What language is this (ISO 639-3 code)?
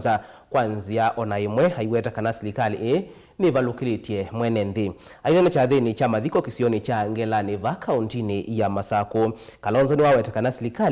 kam